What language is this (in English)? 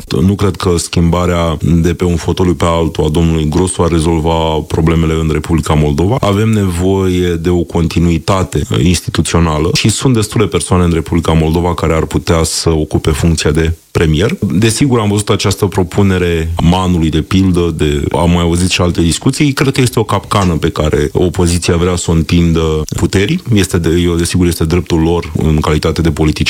Romanian